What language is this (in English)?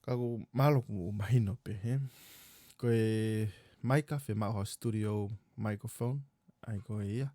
Tongan